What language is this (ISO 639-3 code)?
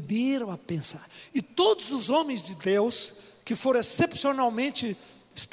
por